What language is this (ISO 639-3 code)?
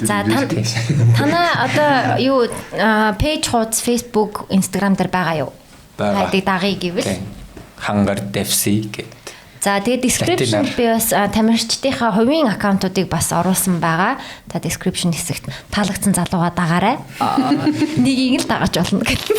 mon